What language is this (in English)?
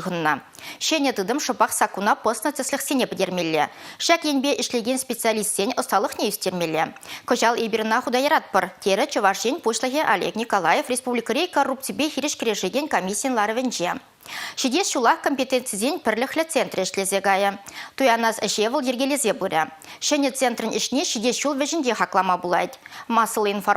Chuvash